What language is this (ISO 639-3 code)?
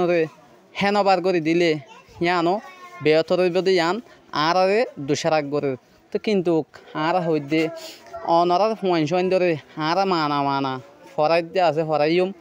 rhg